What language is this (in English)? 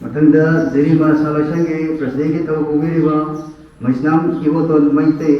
Manipuri